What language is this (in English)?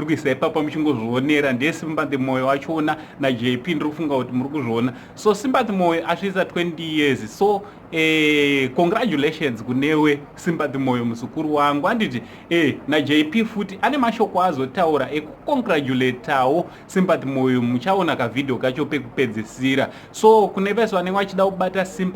Shona